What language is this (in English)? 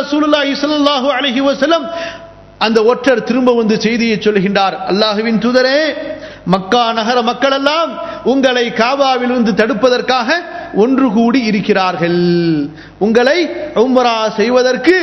Tamil